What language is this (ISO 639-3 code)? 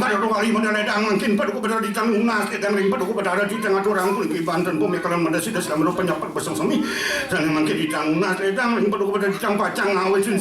ban